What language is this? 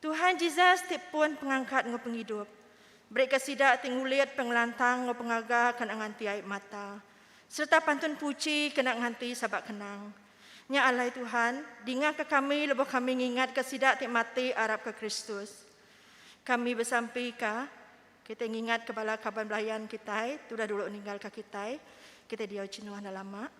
Iban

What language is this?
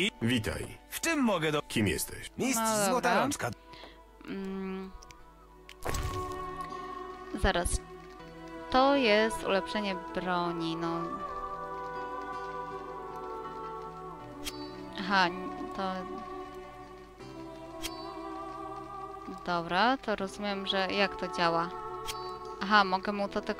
Polish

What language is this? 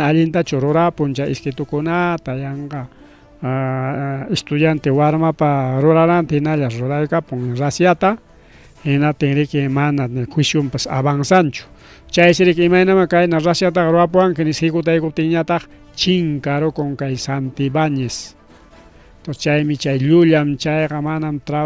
Ayacucho Quechua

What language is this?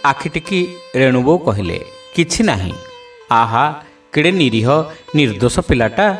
Odia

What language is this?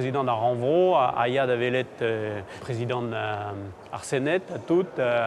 Breton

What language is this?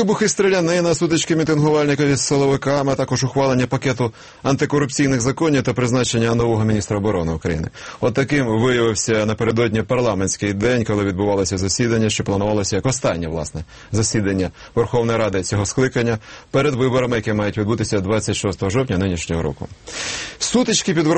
Ukrainian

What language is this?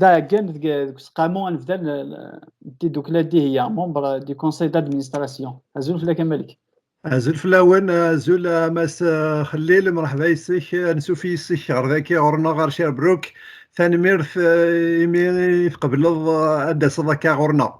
Kabyle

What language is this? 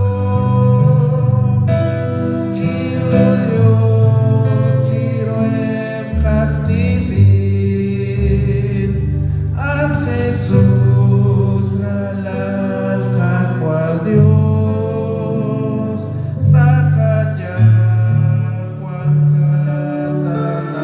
Kekchí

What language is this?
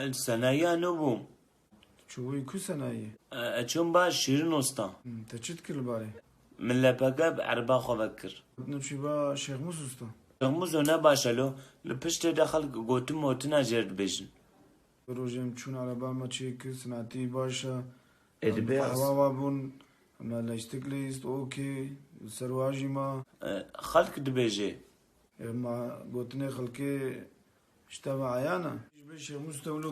Kurdish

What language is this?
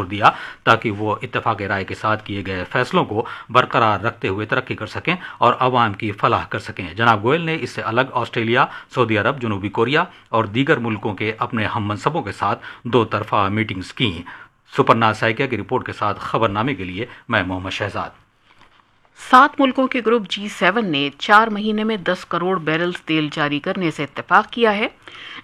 Urdu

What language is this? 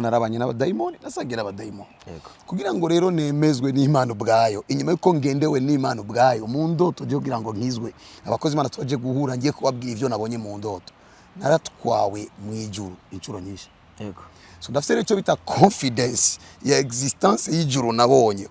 Rundi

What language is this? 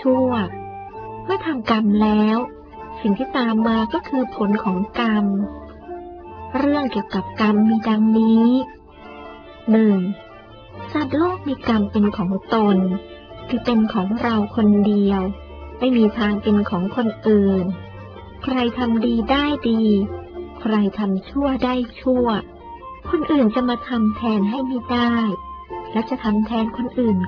Thai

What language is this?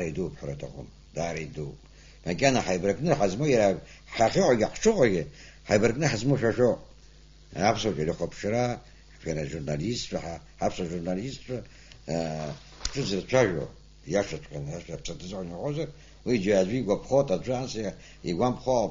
Abkhazian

